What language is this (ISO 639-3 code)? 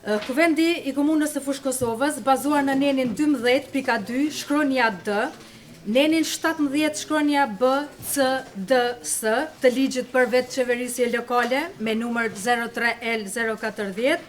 sqi